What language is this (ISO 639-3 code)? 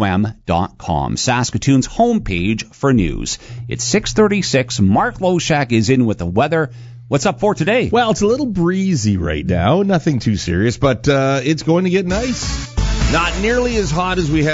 eng